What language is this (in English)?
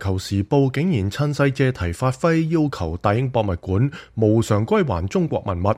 Cantonese